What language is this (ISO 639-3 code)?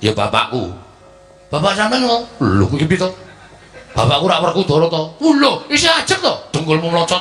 jav